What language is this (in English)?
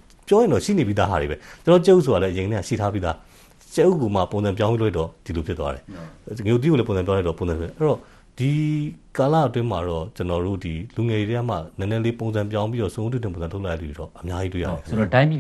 Burmese